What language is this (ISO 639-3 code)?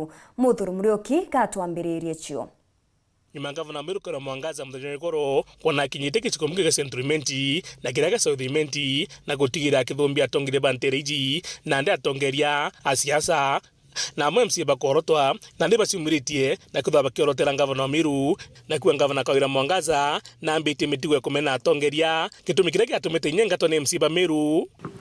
mer